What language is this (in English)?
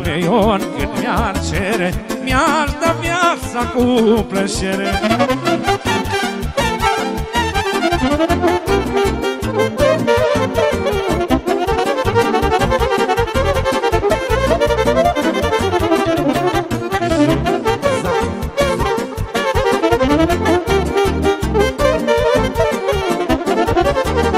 Romanian